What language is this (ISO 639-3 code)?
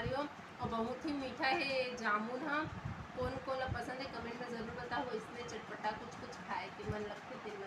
hne